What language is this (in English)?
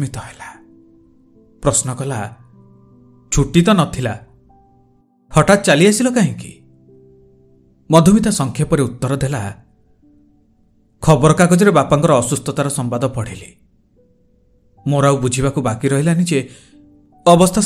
Odia